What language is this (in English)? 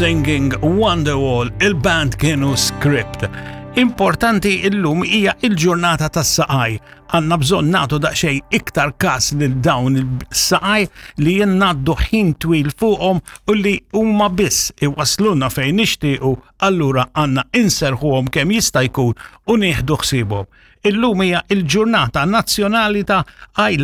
Maltese